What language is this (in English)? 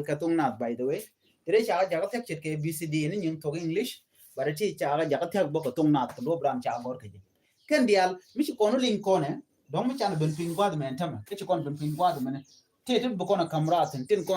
Nuer